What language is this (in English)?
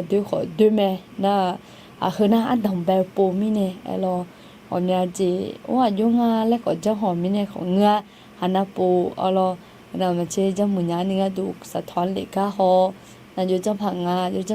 Akha